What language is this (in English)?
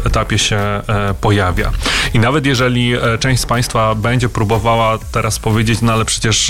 Polish